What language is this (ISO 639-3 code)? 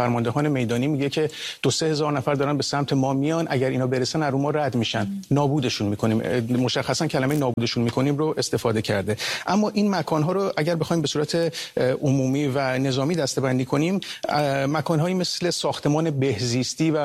fas